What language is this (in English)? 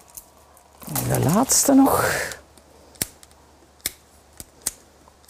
Dutch